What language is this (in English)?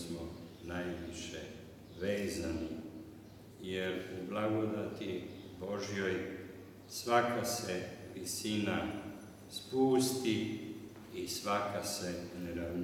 Serbian